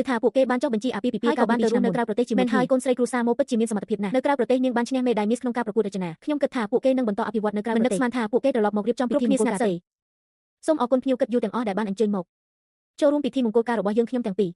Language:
Khmer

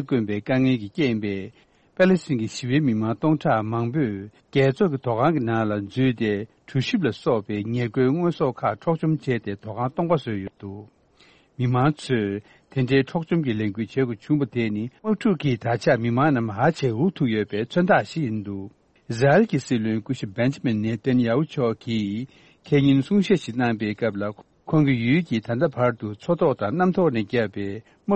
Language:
Tibetan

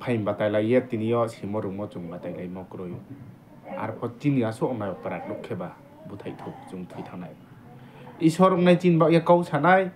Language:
Riang (India)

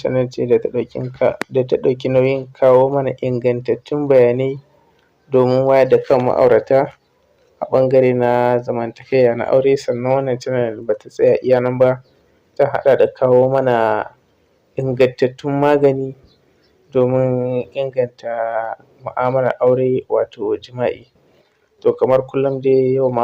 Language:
Hausa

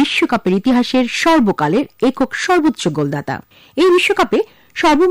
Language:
Bangla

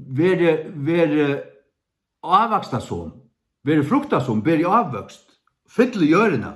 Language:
Faroese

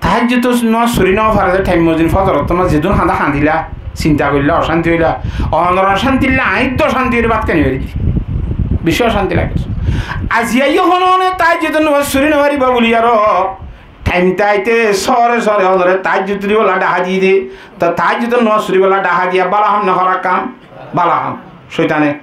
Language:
Rohingya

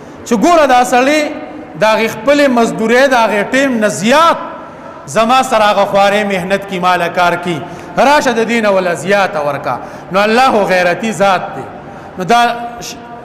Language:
Pashto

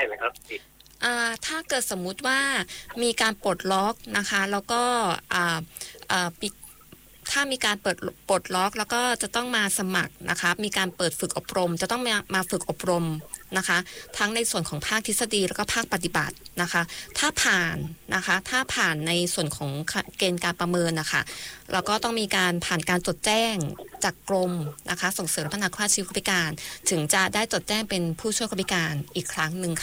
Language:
Thai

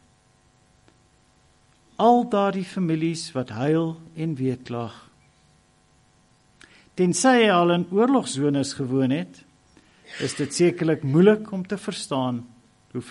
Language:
Afrikaans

